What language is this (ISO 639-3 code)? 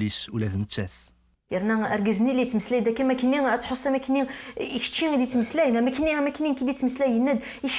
kab